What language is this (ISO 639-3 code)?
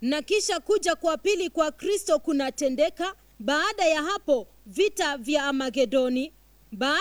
swa